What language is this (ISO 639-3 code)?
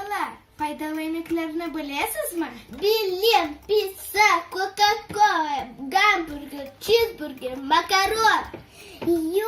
crh